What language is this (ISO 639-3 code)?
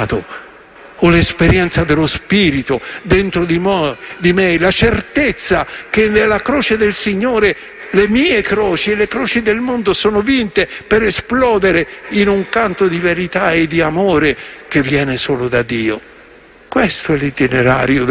ita